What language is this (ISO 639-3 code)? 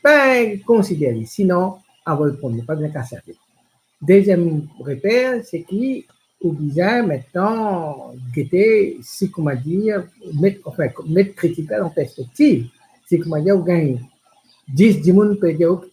mfe